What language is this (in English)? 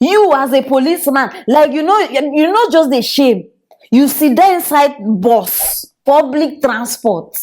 Nigerian Pidgin